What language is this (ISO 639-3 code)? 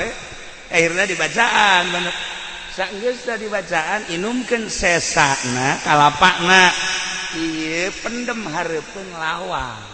sun